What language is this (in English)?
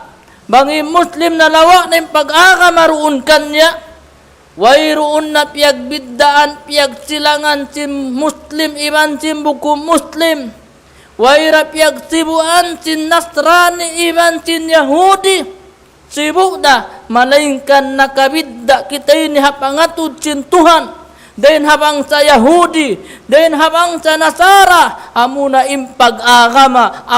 Tausug